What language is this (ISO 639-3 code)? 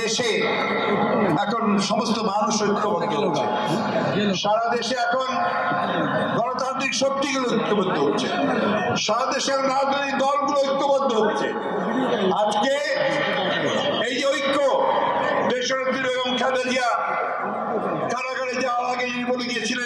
ben